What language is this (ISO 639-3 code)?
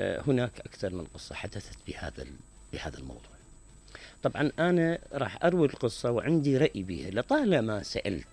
acm